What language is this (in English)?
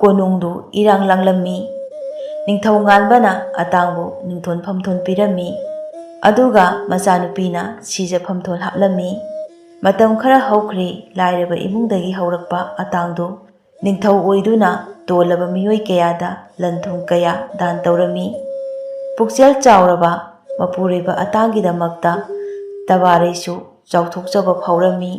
Manipuri